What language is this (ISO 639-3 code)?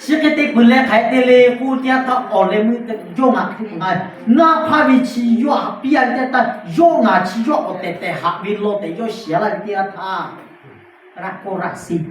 lhu